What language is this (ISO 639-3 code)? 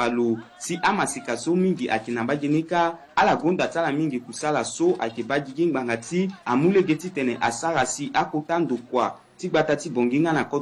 sag